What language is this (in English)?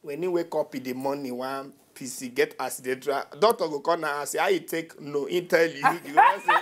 Nigerian Pidgin